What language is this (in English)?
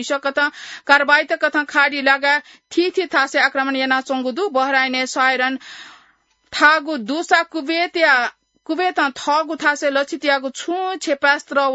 Newari